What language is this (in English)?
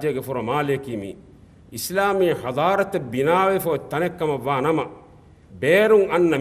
Divehi